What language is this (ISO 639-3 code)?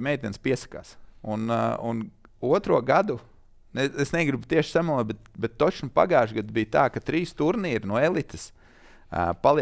lav